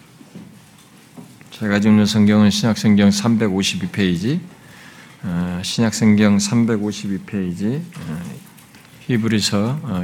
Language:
Korean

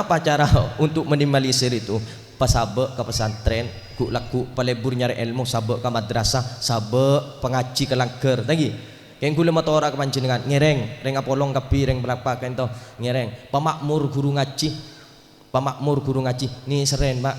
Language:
Madurese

